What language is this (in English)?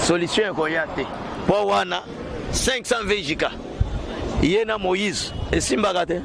Lingala